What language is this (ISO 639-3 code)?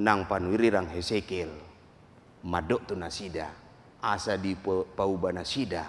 bbc